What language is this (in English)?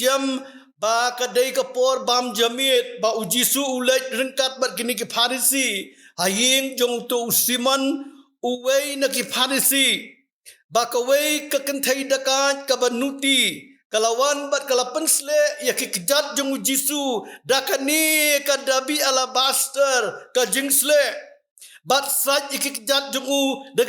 Khasi